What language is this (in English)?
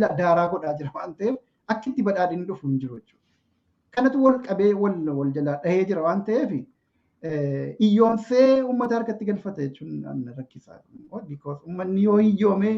Oromo